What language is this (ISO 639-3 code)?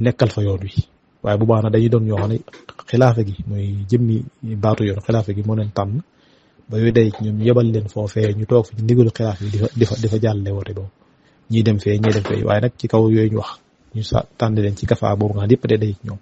wol